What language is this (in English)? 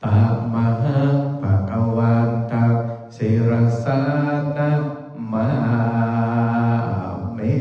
Pali